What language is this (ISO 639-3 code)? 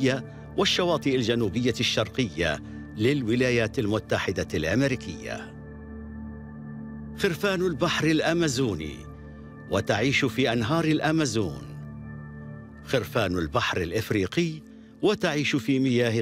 ara